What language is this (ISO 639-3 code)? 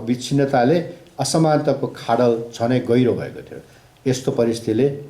nep